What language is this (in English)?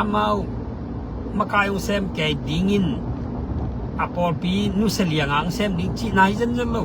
Tedim Chin